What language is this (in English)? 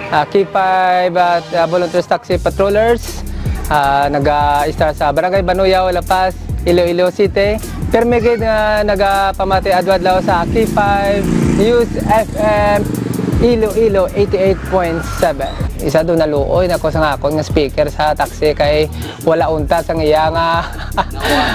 Hiligaynon